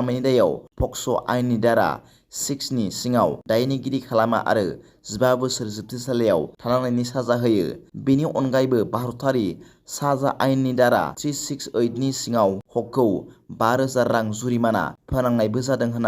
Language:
Bodo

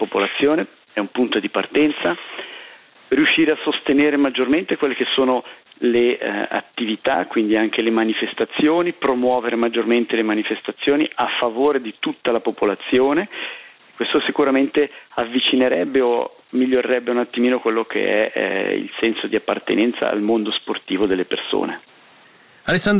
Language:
Italian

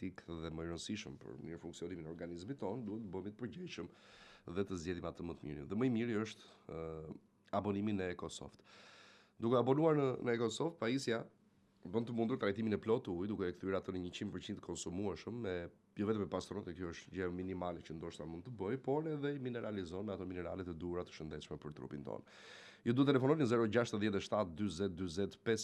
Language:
Albanian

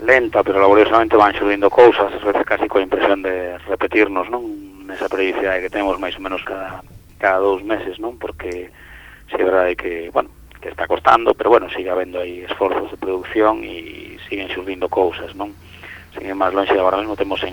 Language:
Galician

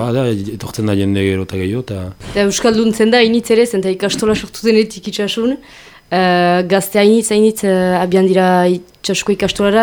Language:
Basque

